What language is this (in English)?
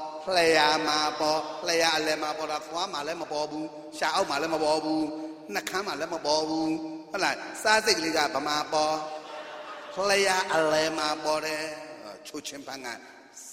Burmese